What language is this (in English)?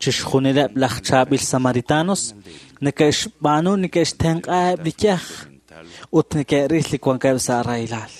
Kekchí